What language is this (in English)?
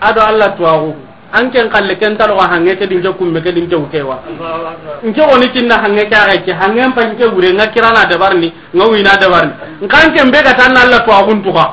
Soninke